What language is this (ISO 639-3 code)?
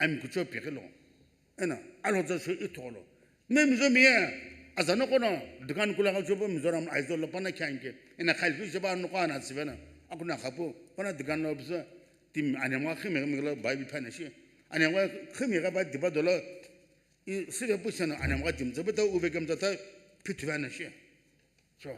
nsm